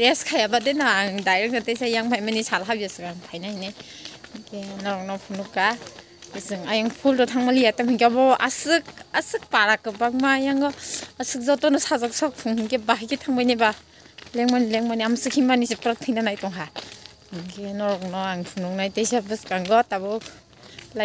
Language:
Kok Borok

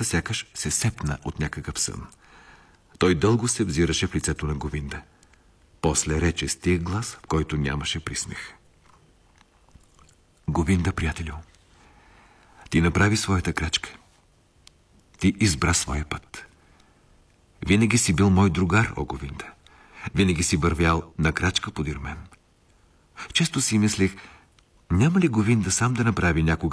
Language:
Bulgarian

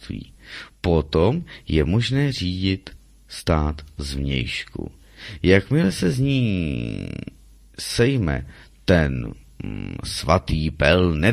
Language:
Czech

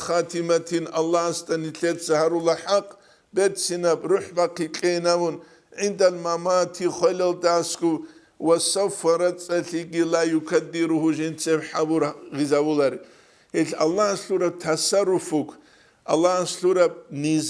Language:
Avaric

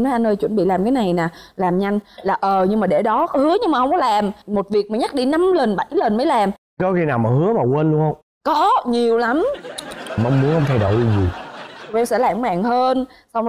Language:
Vietnamese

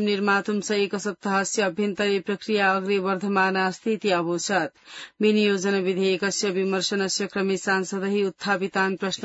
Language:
Sanskrit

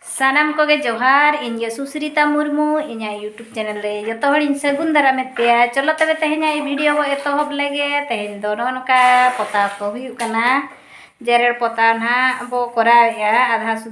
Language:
Santali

